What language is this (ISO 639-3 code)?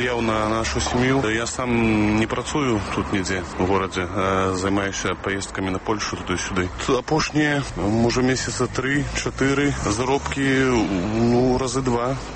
bel